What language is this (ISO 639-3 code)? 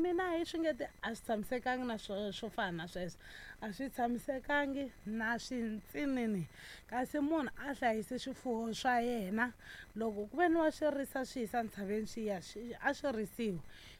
tso